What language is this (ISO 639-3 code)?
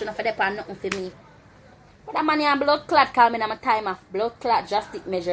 jam